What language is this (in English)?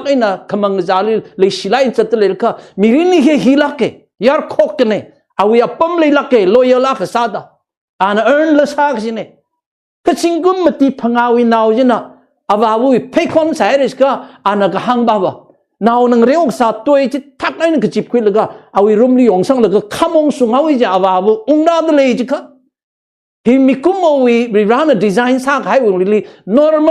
Tangkhul Naga (India)